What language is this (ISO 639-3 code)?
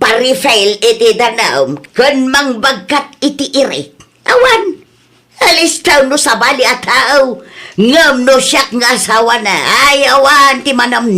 ilo